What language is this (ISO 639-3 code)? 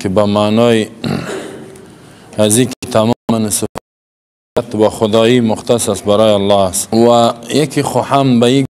fas